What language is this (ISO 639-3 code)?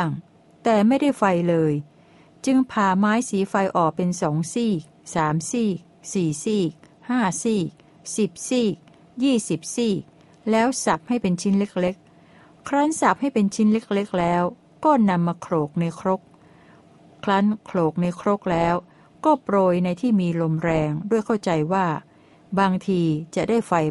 tha